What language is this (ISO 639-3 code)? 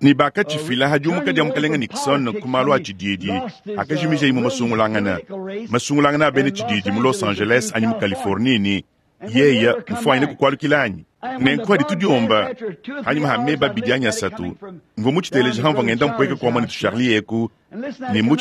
lua